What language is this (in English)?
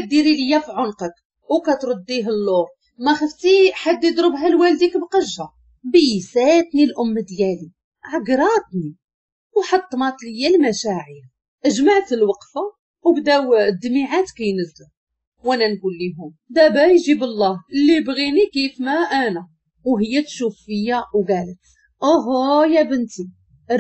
Moroccan Arabic